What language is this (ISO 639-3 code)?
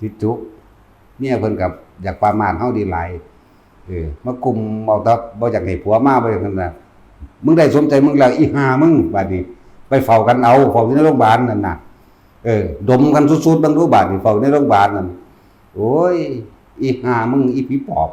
tts